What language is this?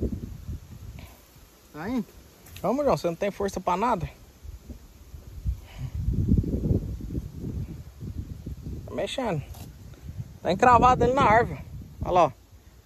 Portuguese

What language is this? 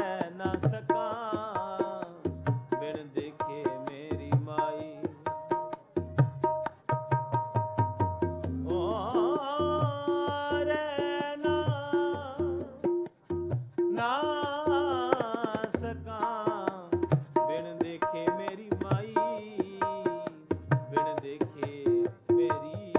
Punjabi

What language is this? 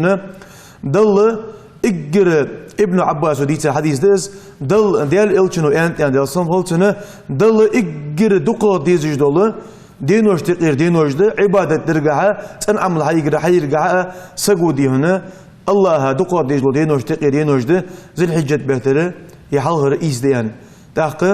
Ingush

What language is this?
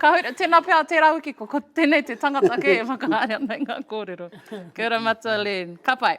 Māori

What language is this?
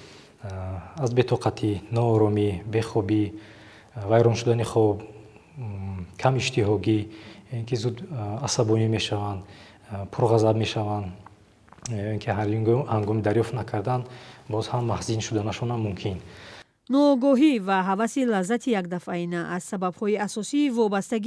Tajik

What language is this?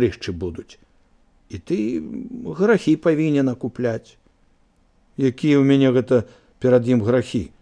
Belarusian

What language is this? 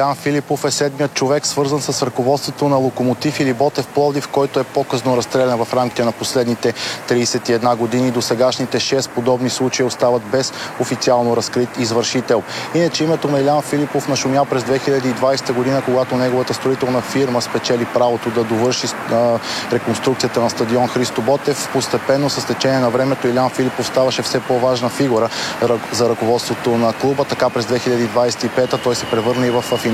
Bulgarian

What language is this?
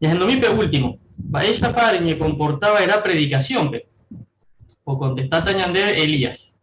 Guarani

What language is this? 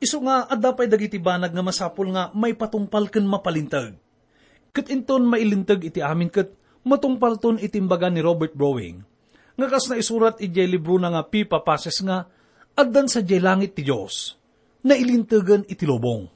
Iloko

